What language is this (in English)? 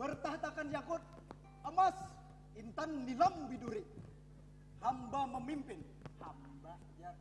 Banjar